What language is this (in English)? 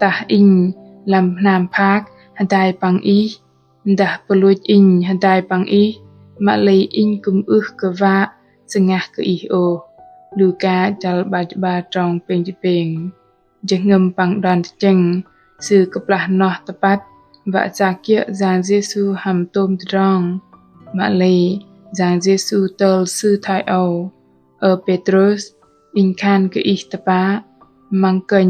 Bahnar